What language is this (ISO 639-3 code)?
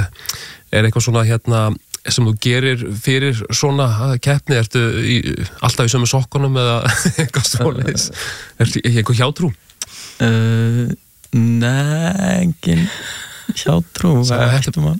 isl